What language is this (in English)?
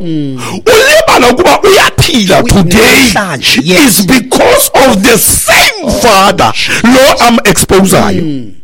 Xhosa